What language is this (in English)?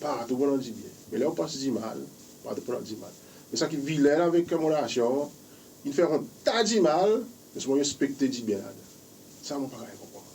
Seselwa Creole French